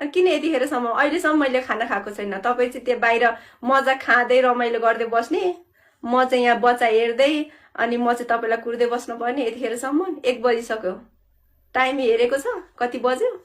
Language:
Nepali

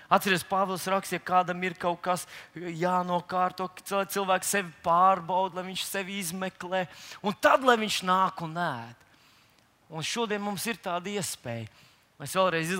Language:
Latvian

